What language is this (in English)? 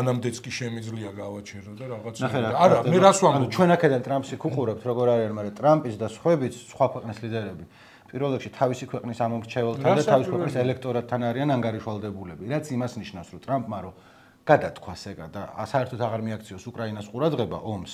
Georgian